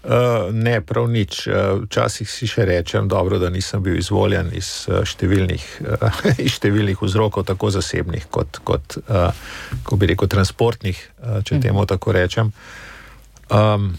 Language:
Slovenian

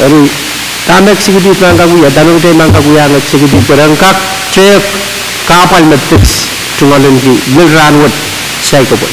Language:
Pohnpeian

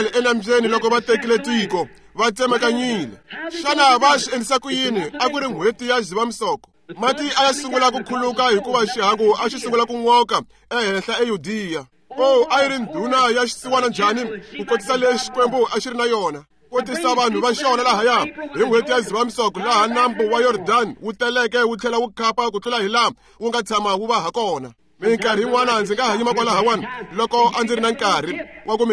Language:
Tsonga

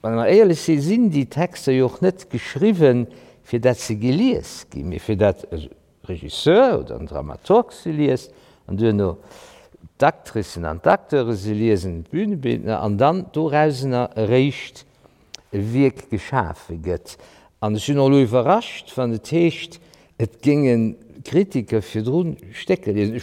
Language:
Luxembourgish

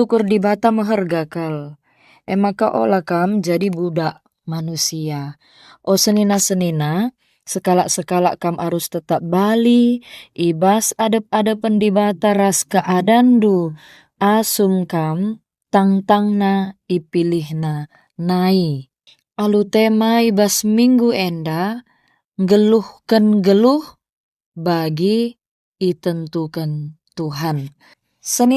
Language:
Batak Karo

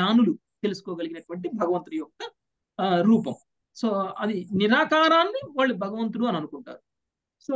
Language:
Telugu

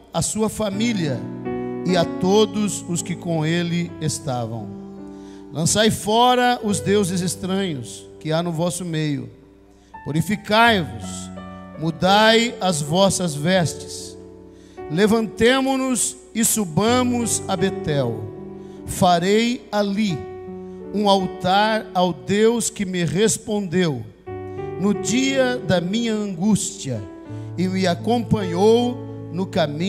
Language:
Portuguese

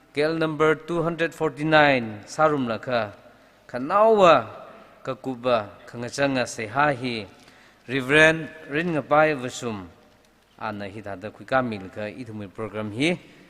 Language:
Tangkhul Naga (India)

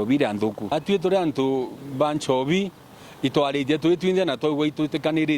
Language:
Meru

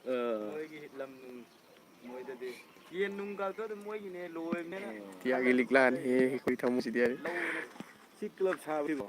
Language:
Manipuri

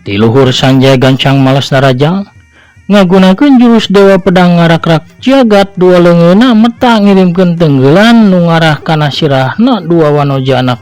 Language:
Sundanese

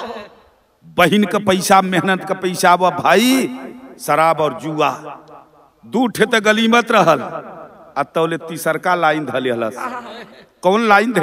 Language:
Bhojpuri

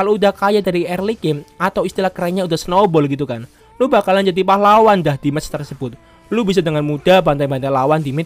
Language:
Indonesian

